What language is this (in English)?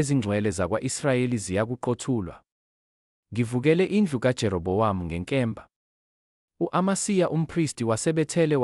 Zulu